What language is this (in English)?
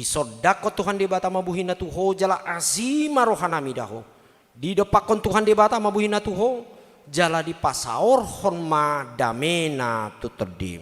Batak Toba